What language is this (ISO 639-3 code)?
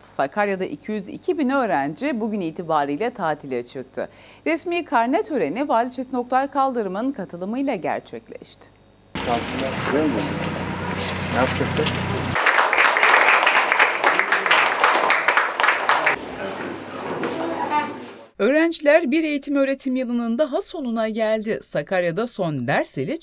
tur